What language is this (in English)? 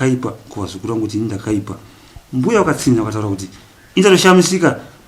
Shona